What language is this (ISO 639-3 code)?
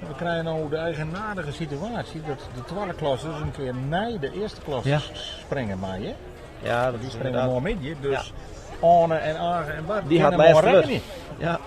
fry